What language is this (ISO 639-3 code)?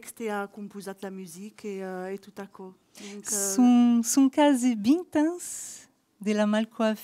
oci